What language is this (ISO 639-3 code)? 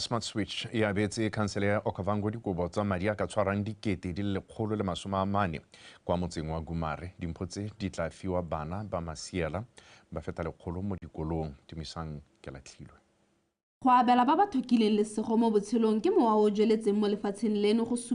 tsn